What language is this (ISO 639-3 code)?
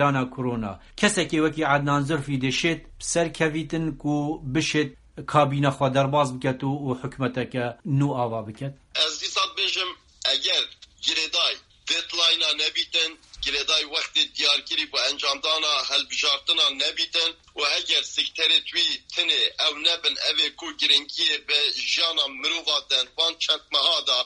kur